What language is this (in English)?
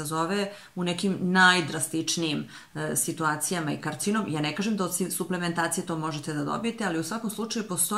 Serbian